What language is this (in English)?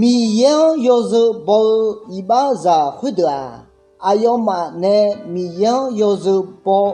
Akha